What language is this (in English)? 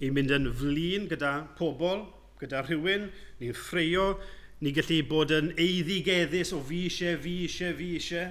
Welsh